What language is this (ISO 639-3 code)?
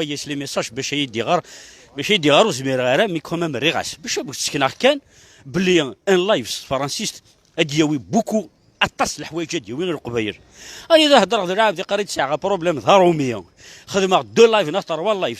kab